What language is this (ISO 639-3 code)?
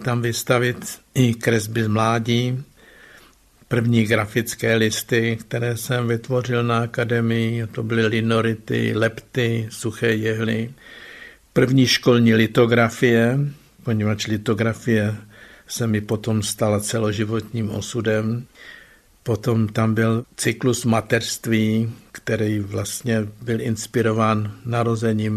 ces